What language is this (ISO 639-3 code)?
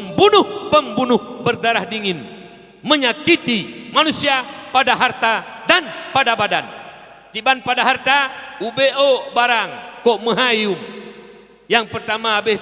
ace